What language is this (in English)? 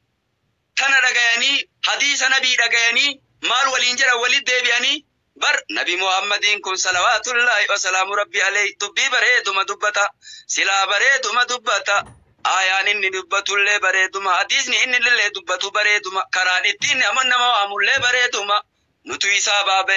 Oromo